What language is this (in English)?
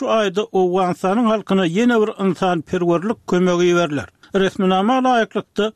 Turkmen